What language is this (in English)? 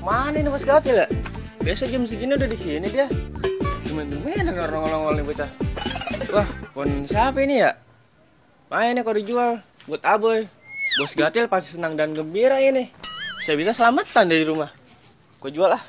Betawi